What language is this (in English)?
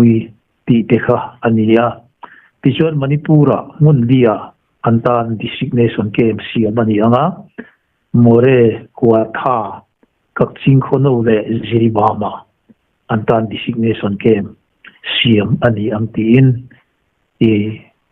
Mizo